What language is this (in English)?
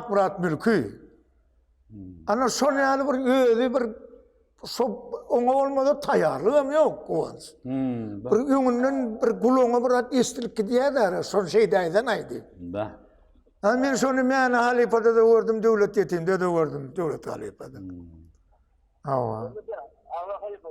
Turkmen